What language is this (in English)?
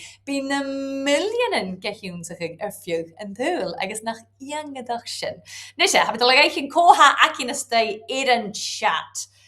Scottish Gaelic